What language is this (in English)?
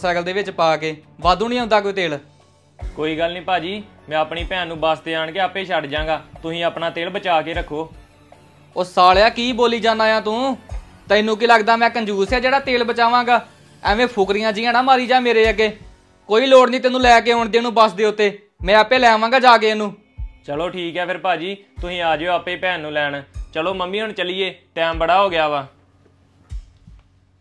Punjabi